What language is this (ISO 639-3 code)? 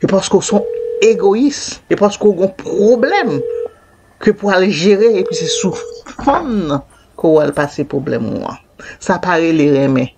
hat